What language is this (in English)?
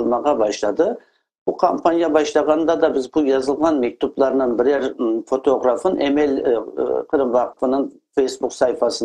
Crimean Tatar